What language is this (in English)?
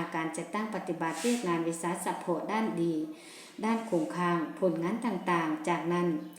Lao